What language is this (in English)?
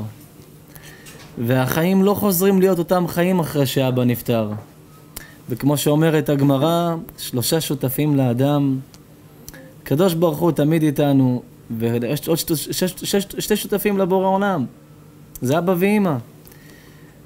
Hebrew